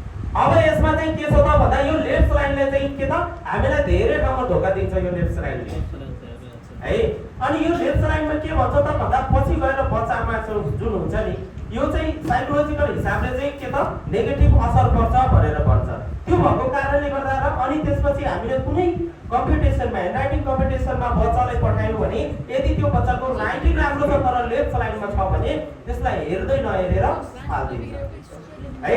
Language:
Nepali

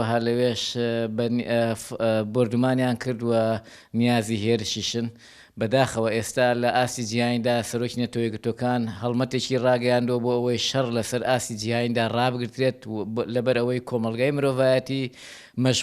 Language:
Central Kurdish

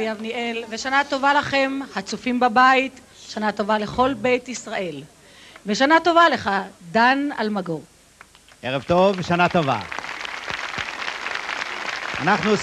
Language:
Hebrew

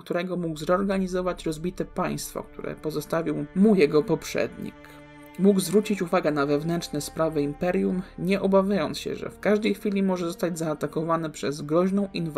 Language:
Polish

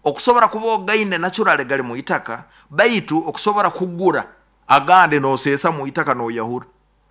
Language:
Nyoro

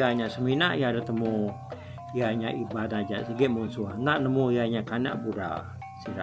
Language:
Iban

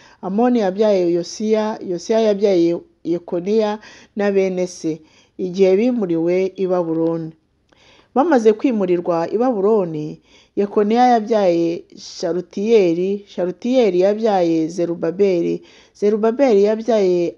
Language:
Kinyarwanda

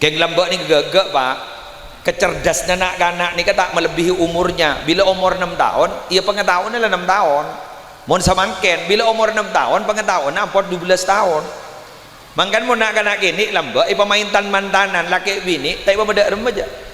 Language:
Madurese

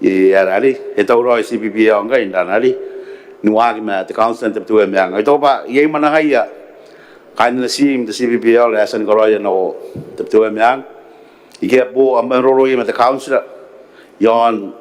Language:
Gilbertese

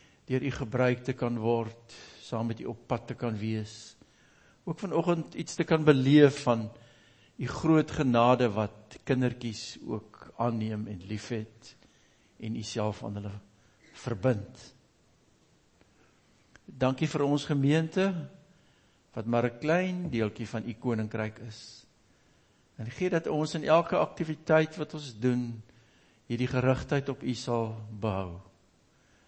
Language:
Afrikaans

